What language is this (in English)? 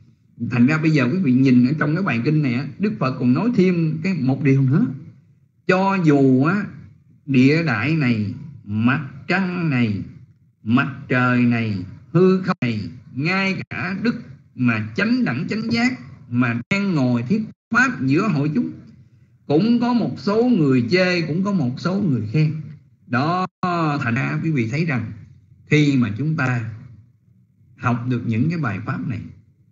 Vietnamese